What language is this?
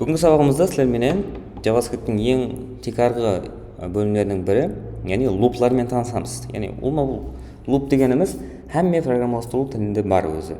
Kara-Kalpak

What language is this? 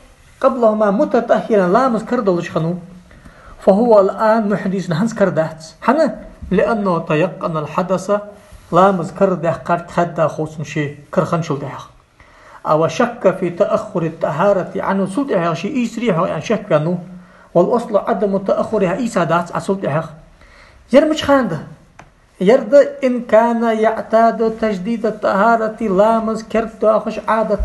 Ingush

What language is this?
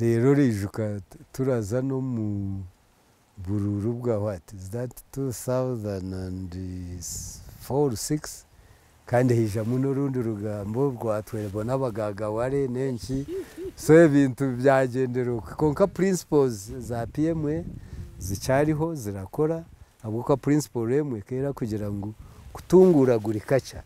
Nyankole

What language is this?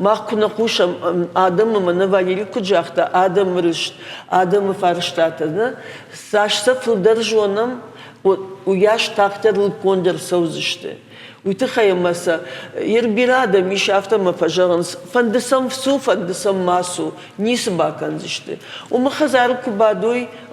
Ossetic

